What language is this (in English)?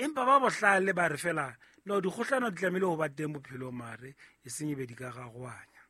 Southern Sotho